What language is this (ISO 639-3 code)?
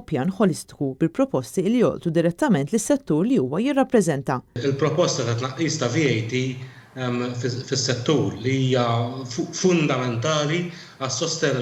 mlt